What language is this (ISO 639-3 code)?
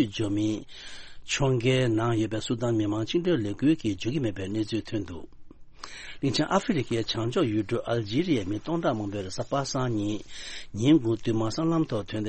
bod